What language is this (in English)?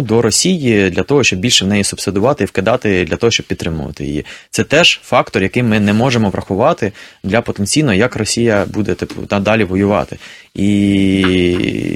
Ukrainian